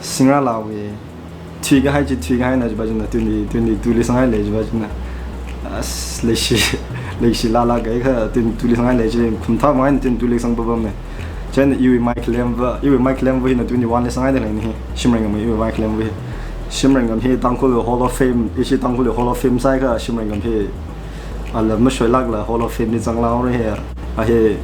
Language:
Tangkhul Naga (India)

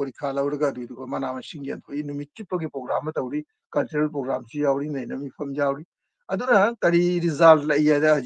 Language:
Manipuri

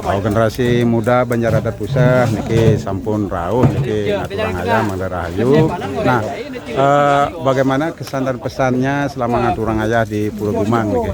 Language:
Balinese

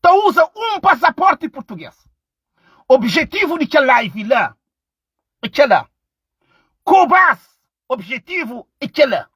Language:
Kabuverdianu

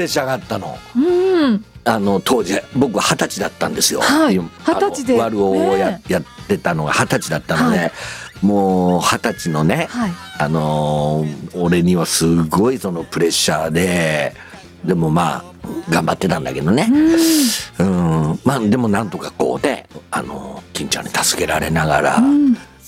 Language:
Japanese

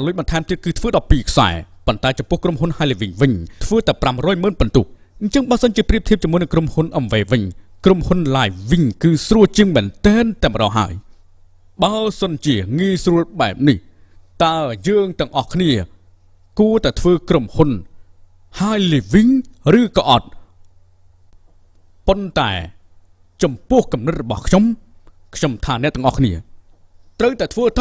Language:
Khmer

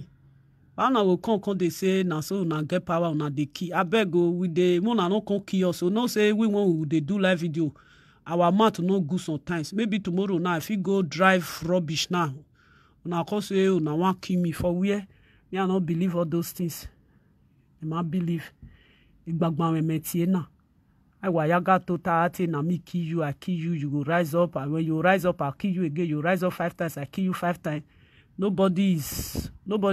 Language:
Nigerian Pidgin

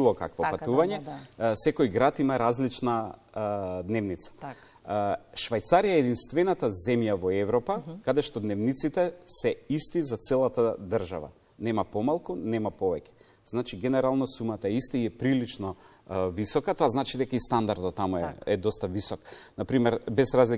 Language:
Macedonian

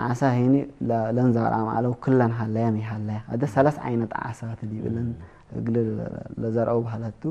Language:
Tigre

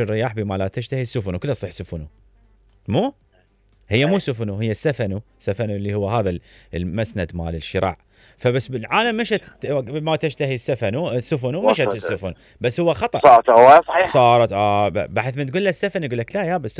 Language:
Mesopotamian Arabic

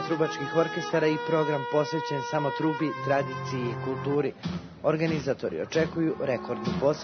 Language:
Serbian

